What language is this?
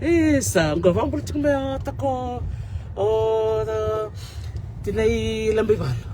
Fijian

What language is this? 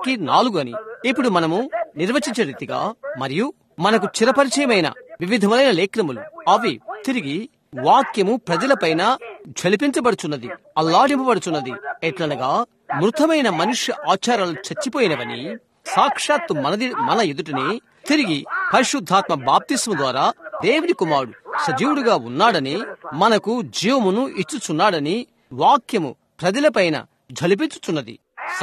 Telugu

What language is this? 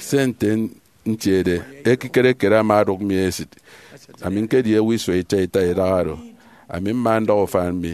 Efik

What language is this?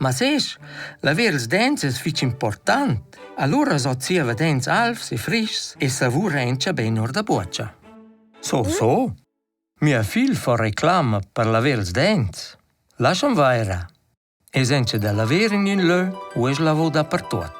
Romansh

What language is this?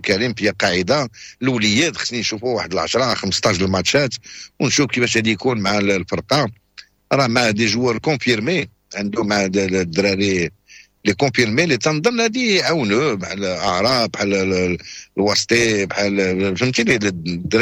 Moroccan Arabic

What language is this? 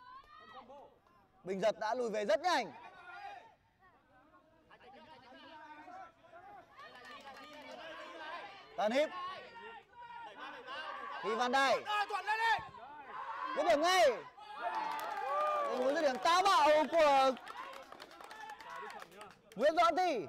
Vietnamese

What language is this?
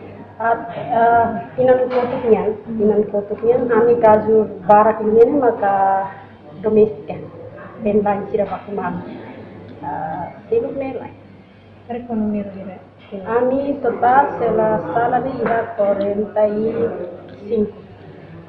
Tetum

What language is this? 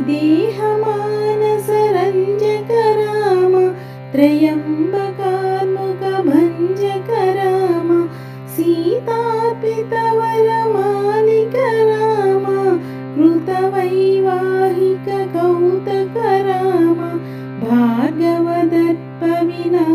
Telugu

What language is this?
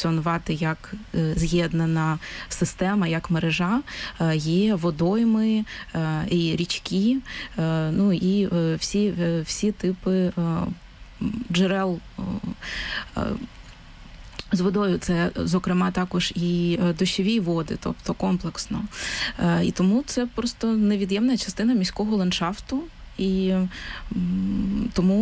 Ukrainian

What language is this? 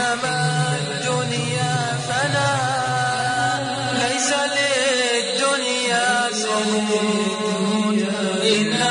Bosnian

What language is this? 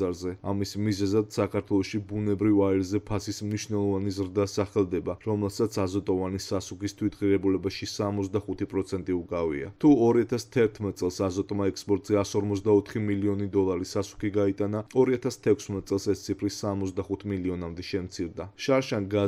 Georgian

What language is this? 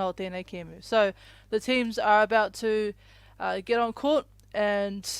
Māori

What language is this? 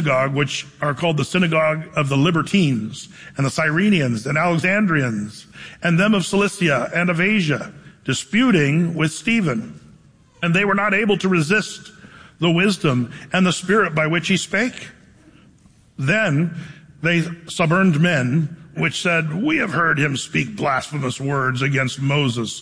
English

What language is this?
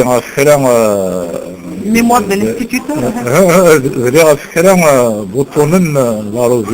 Kabyle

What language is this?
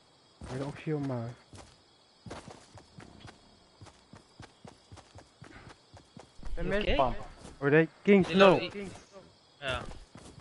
Malay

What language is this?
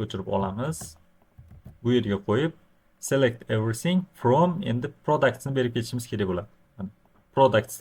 Uzbek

